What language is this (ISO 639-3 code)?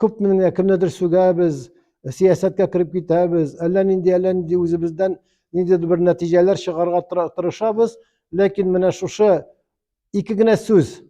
tat